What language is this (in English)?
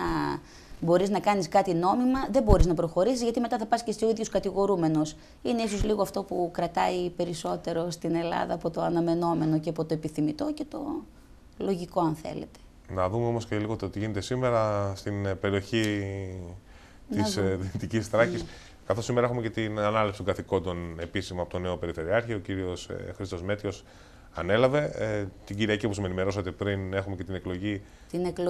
Greek